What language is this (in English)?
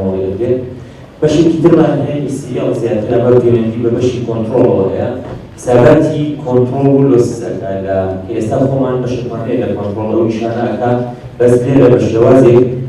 Central Kurdish